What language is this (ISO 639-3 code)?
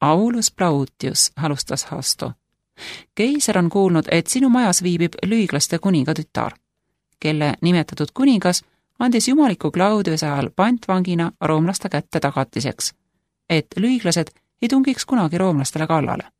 est